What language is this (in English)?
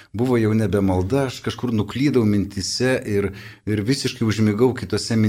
Lithuanian